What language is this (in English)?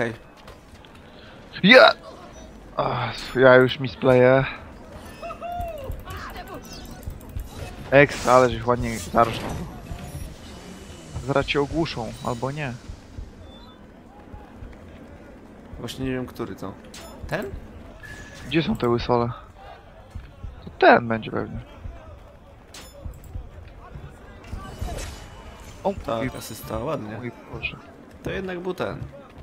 Polish